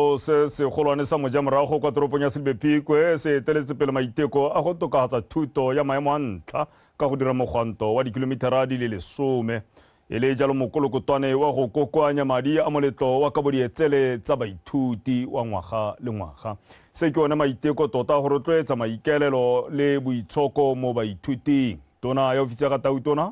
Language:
Tswana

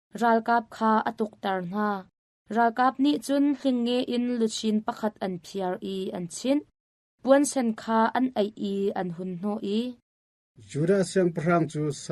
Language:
Hakha Chin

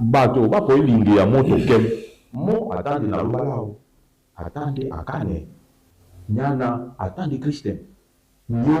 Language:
Duala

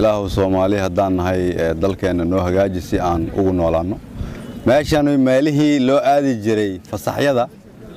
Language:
Somali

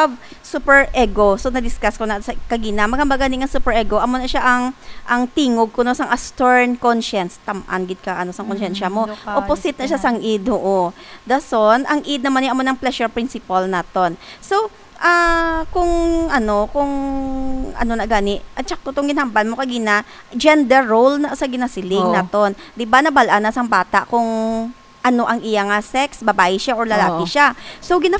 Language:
Hiligaynon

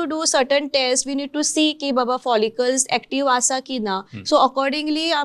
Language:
Konkani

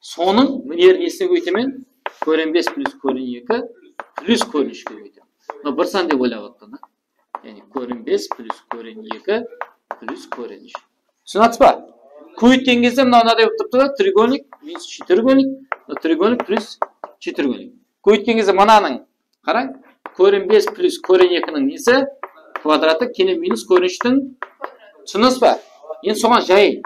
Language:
Kara-Kalpak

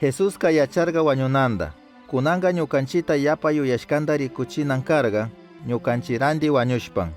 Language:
Chimborazo Highland Quichua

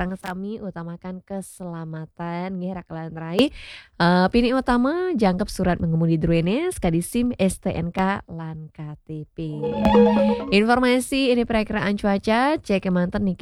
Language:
Balinese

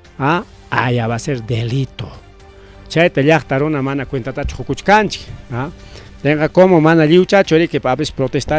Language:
Ayacucho Quechua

